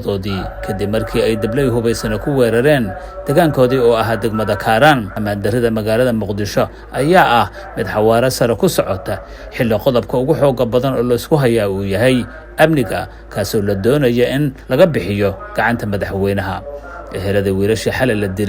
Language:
Somali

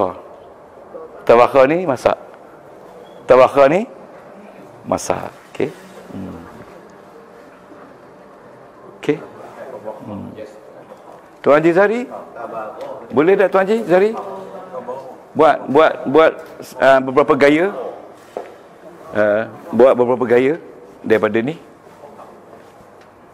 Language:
Malay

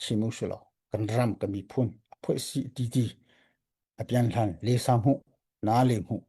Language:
Hakha Chin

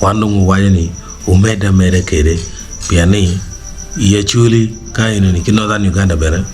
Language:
Acoli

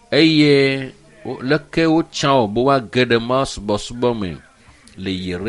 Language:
Ewe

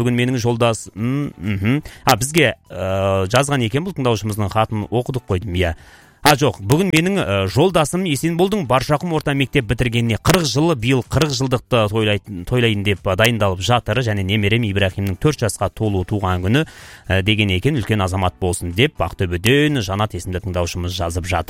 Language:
Kazakh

